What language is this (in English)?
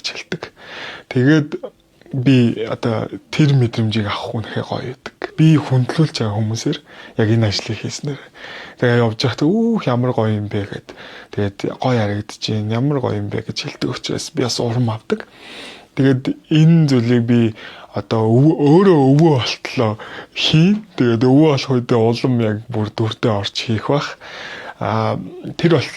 Mongolian